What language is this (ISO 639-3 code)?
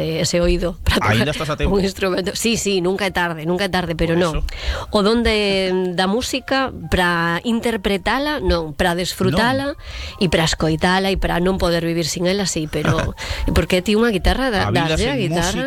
glg